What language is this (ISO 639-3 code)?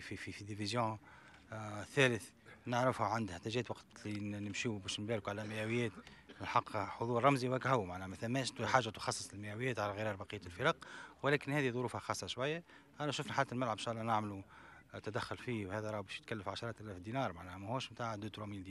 aeb